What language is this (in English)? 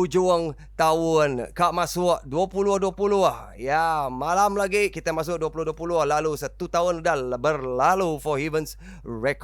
Iban